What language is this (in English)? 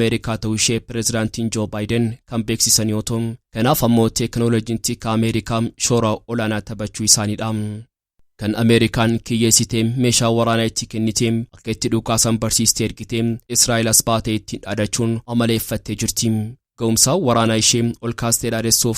Oromo